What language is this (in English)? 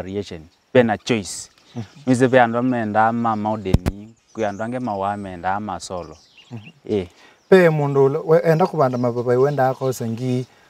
Kamba